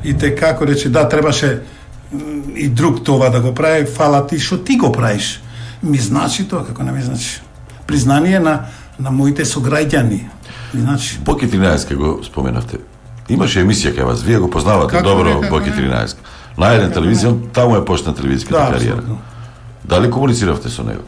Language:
Macedonian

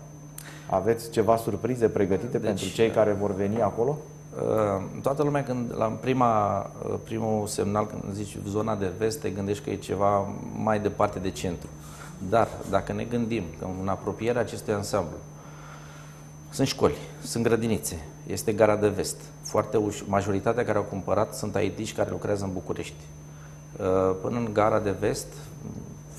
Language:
Romanian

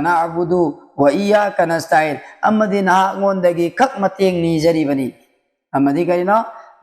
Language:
Manipuri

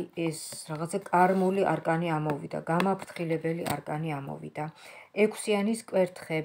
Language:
Georgian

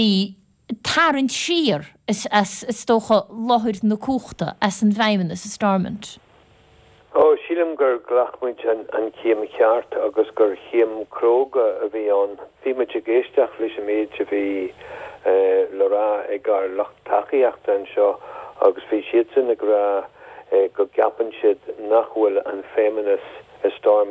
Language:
Irish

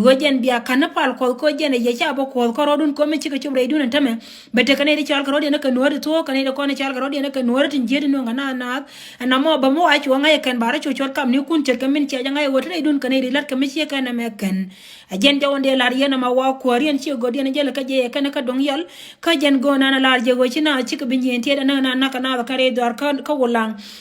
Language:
Nuer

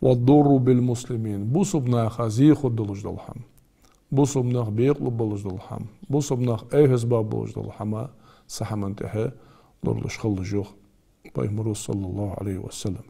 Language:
Ingush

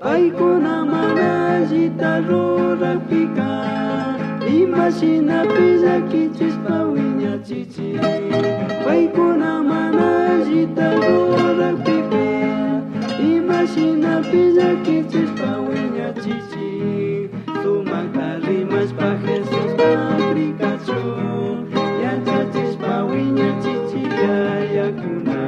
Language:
Chimborazo Highland Quichua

